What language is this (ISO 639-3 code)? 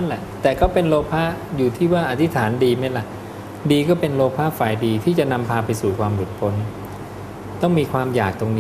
tha